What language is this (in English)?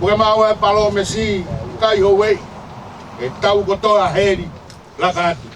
Tongan